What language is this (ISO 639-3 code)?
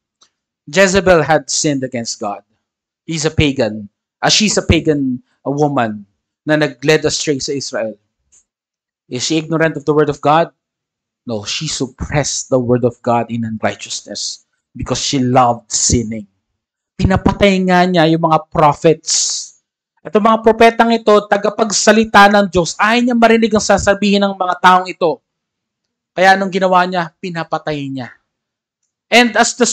fil